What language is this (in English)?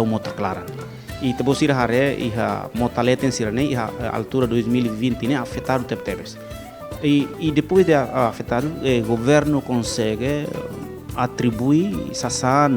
Tetum